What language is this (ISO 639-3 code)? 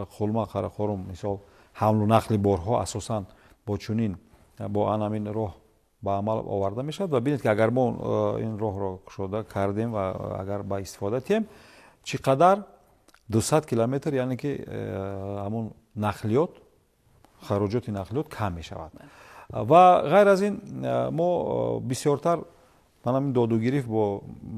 tgk